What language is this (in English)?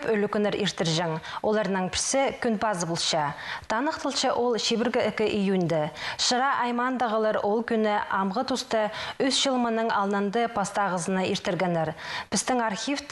Khakas